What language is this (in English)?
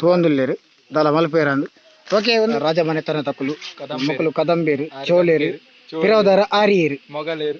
Tulu